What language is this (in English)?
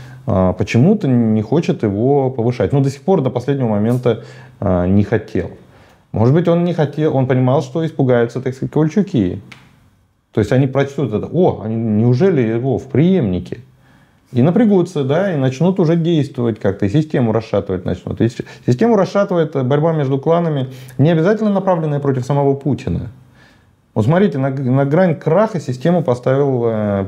Russian